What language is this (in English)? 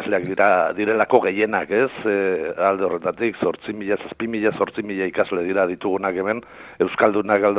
Basque